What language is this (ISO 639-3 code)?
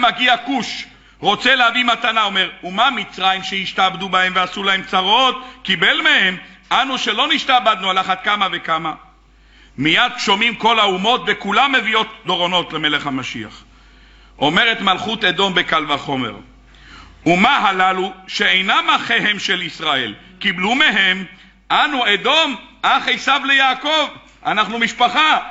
heb